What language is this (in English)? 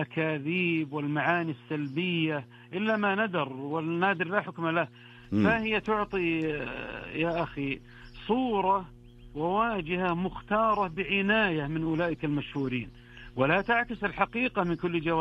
Arabic